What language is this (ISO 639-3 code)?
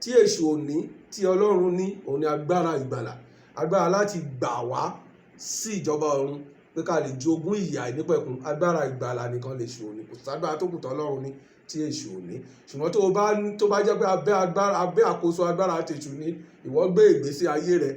yor